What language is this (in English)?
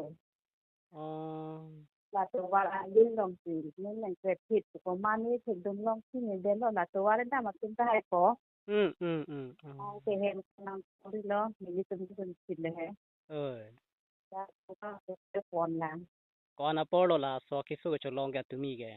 Karbi